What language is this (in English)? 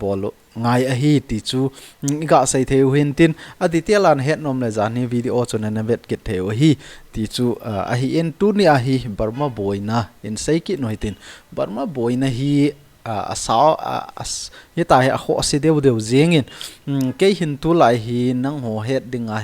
Thado Chin